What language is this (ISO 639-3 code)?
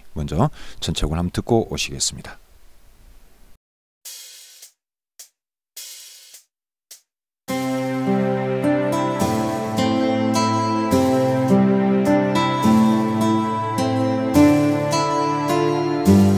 kor